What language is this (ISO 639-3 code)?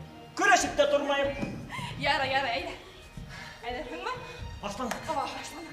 bak